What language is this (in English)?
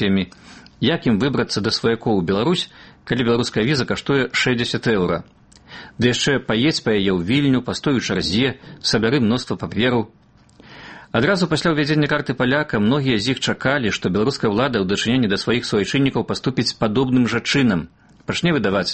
Belarusian